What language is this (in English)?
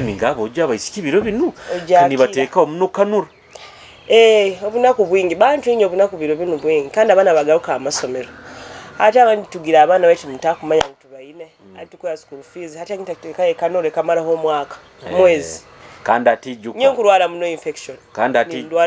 Nyoro